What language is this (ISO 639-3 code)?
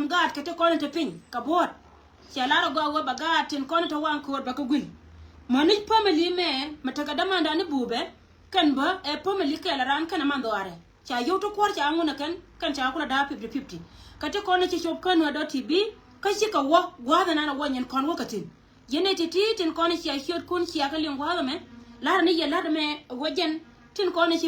nus